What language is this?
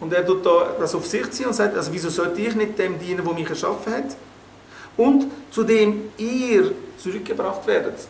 Swiss German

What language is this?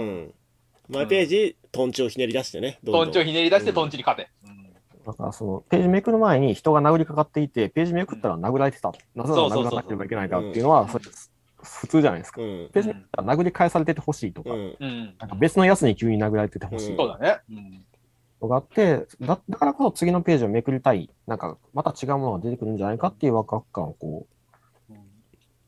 Japanese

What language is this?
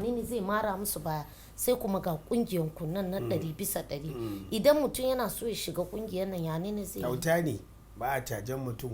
Hausa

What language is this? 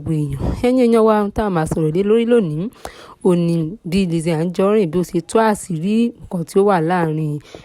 Yoruba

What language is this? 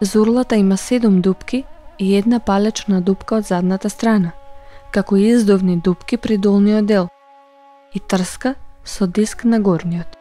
Macedonian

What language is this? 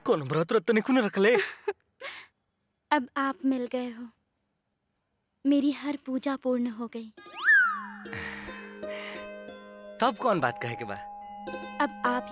Bhojpuri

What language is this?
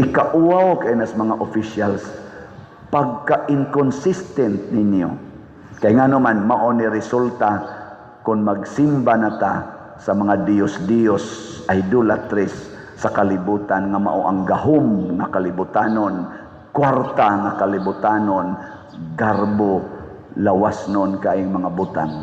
Cebuano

